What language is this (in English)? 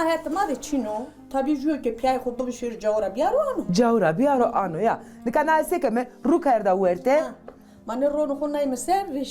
Zaza